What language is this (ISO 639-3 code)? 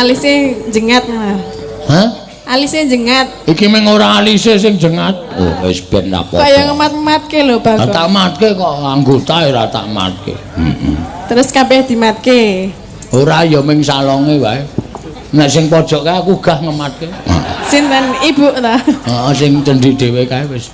jav